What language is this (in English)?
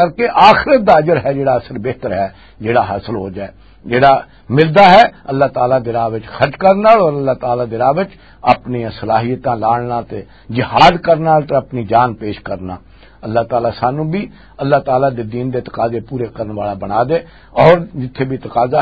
Western Panjabi